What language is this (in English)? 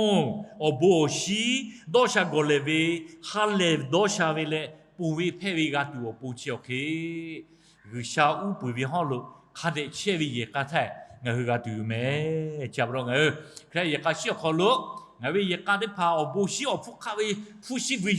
Lahu